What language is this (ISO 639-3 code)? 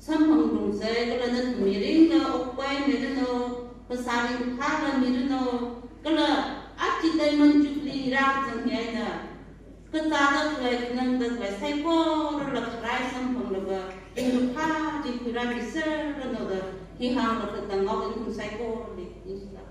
nmf